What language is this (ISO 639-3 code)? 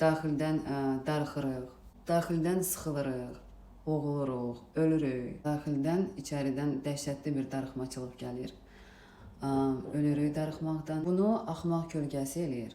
aze